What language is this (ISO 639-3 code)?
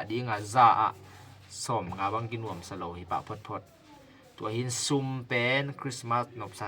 ctd